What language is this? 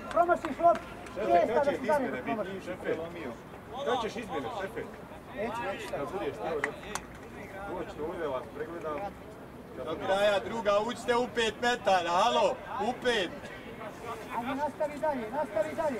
Croatian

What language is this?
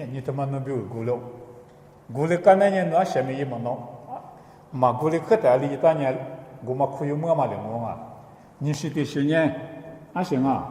Lisu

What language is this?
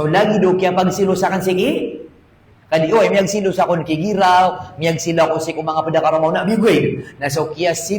Maranao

